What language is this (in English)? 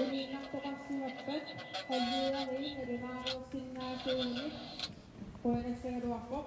Kalaallisut